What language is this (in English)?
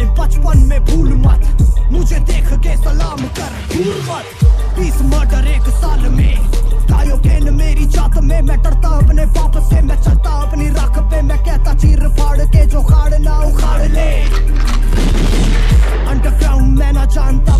Hindi